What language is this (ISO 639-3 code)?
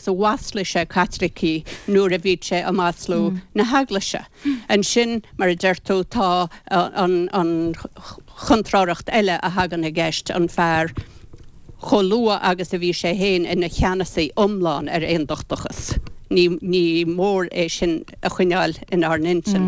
gle